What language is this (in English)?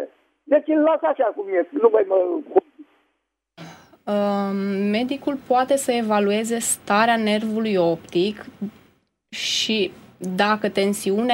Romanian